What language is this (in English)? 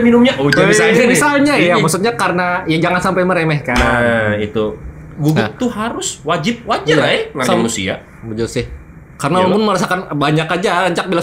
Banjar